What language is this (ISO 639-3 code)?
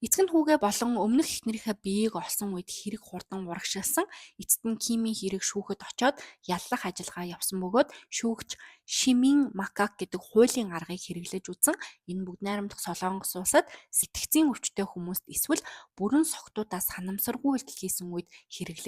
mon